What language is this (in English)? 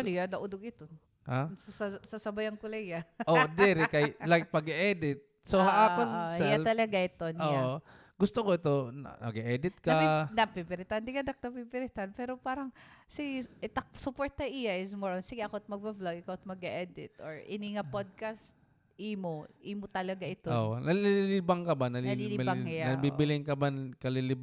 Waray